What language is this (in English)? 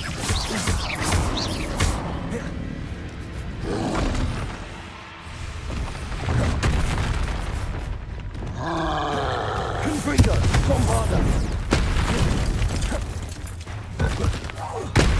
English